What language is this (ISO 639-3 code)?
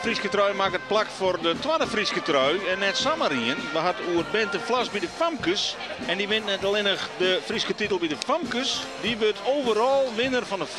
fry